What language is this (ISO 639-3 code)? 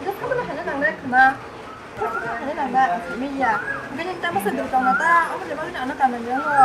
trp